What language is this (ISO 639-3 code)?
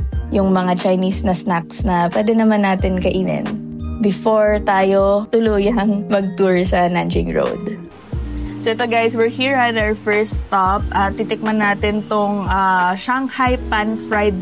fil